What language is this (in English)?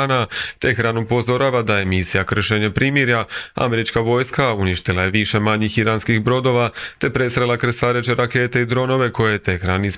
Croatian